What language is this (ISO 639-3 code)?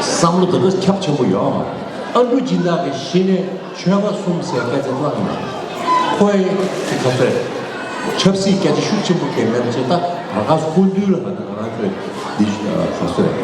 bod